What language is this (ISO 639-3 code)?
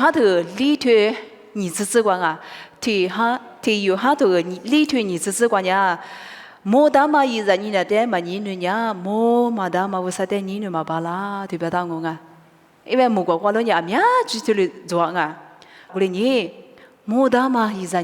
lis